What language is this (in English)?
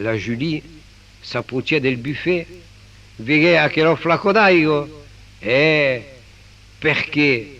Occitan